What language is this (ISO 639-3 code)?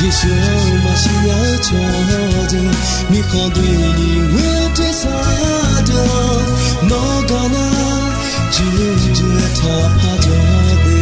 ahk